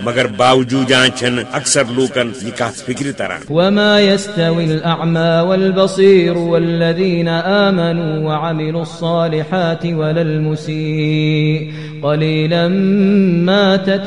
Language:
Kashmiri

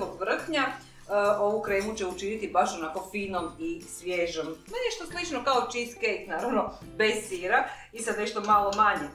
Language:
Croatian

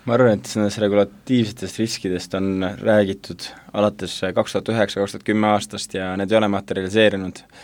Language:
Estonian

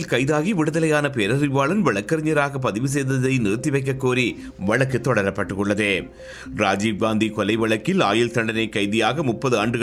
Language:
Tamil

